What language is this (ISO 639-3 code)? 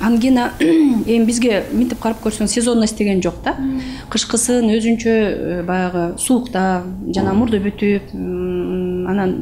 kir